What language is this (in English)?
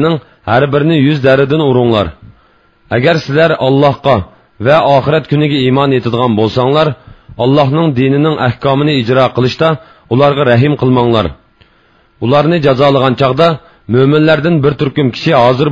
Uyghur